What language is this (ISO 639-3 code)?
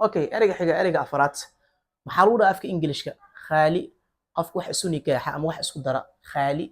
som